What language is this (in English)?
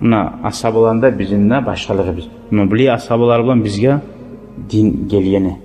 Kumyk